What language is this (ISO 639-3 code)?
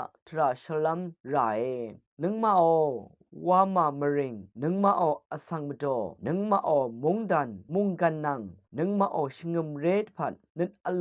raw